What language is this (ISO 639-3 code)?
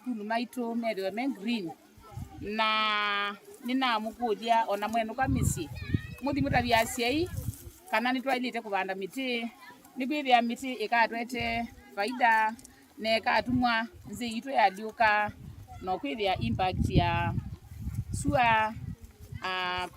kam